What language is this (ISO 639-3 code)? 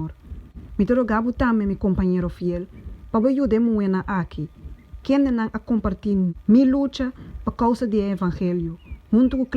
pap